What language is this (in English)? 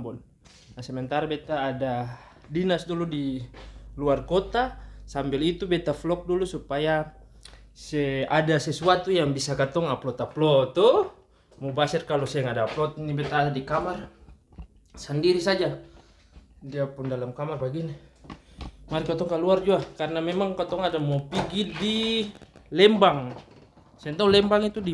Ambonese Malay